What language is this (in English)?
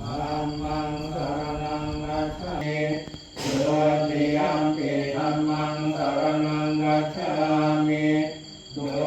Pali